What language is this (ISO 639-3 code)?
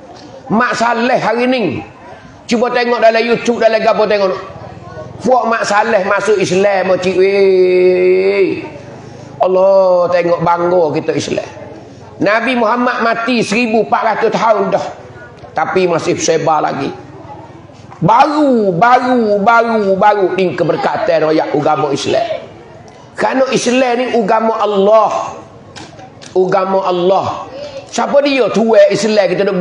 mfa